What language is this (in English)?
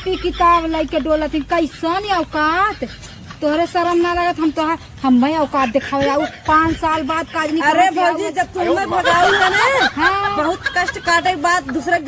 Awadhi